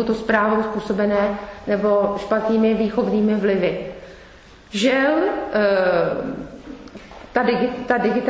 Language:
Czech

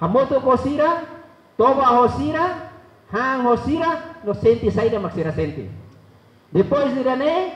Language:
Tetum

